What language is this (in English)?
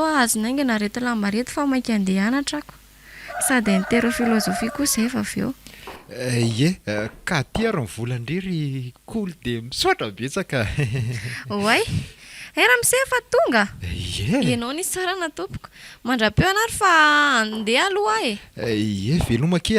Malagasy